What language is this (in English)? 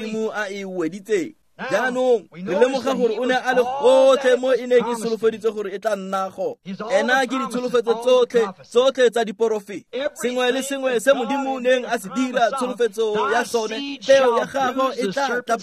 Tswana